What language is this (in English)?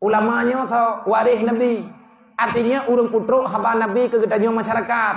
Achinese